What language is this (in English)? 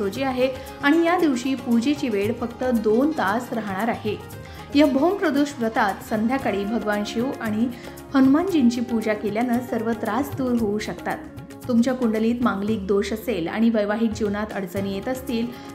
Marathi